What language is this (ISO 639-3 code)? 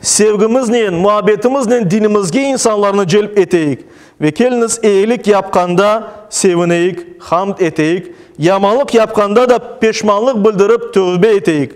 crh